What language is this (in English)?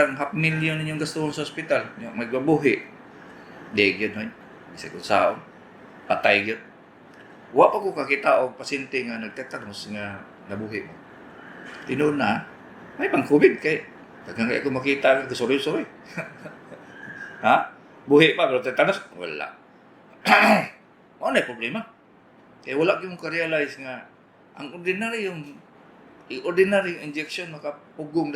Cebuano